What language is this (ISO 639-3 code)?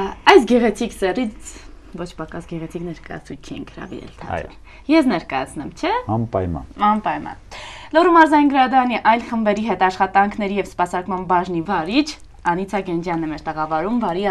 hye